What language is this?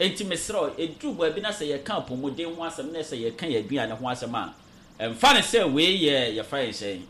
Akan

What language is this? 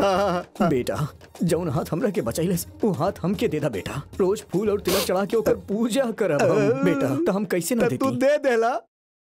Bhojpuri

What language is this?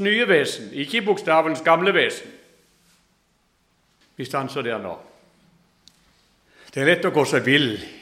Norwegian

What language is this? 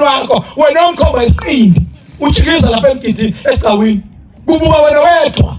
Zulu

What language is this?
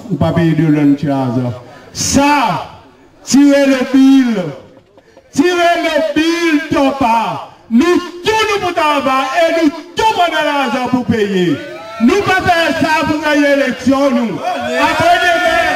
Seselwa Creole French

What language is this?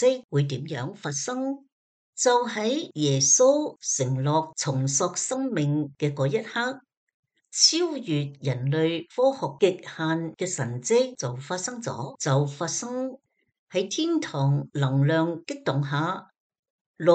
Cantonese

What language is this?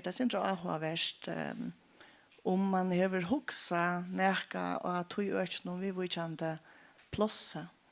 Faroese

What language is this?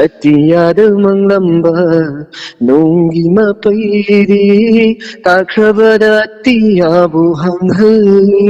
Manipuri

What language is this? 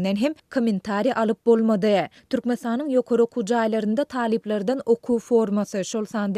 Turkmen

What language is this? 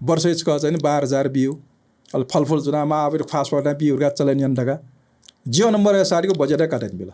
Newari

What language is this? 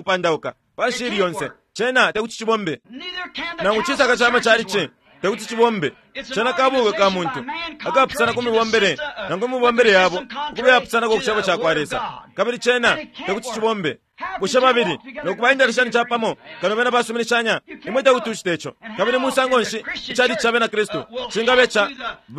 Bemba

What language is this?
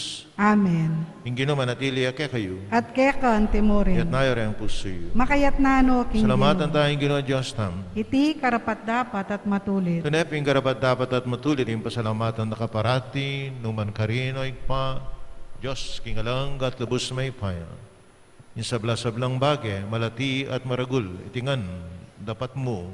Pampanga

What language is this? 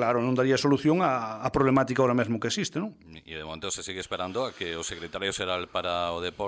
Galician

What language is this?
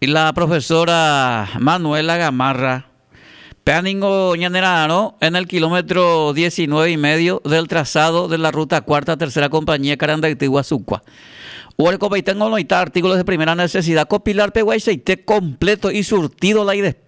Guarani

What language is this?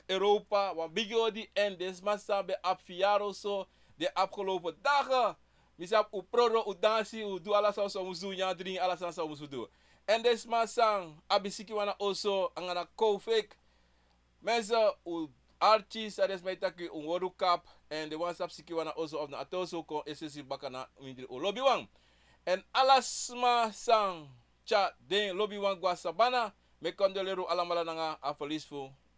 Sranan Tongo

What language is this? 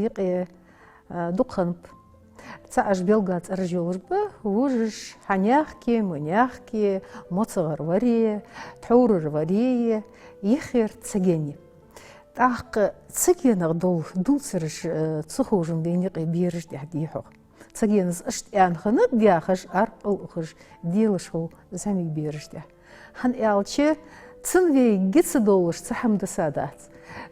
Ingush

